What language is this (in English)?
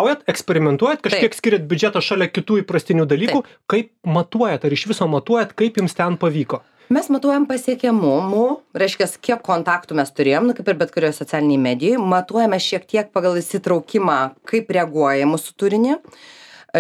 Lithuanian